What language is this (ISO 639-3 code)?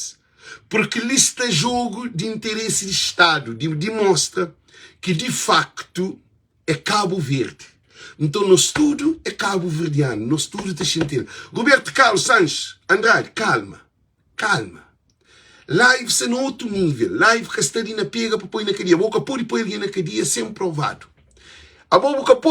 kea